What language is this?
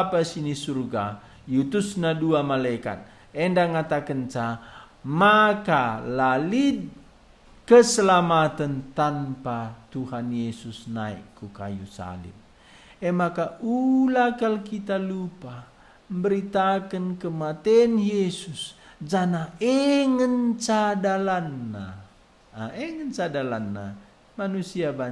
Batak Karo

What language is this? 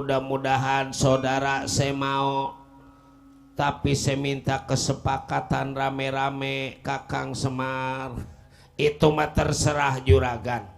Betawi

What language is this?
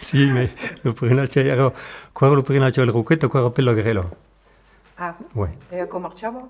Occitan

